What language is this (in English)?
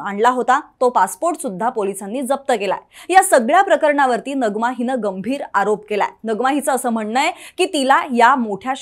Marathi